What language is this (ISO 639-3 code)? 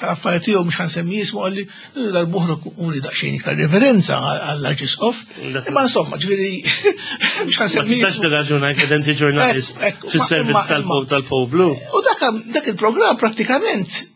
mlt